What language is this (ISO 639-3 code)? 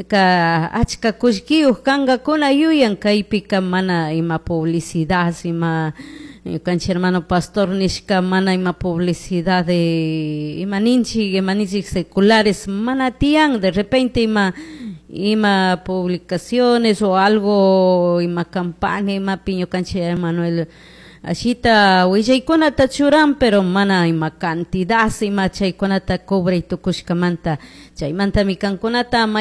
qug